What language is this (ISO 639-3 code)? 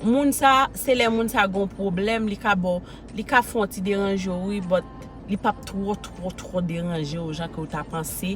hat